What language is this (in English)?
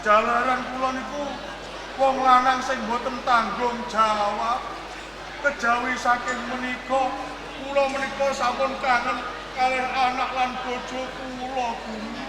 Javanese